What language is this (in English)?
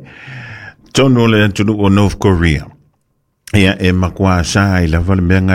Samoan